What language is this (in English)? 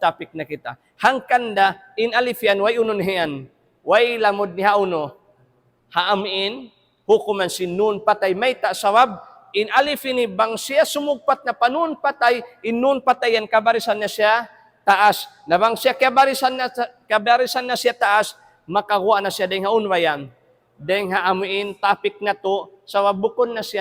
Tausug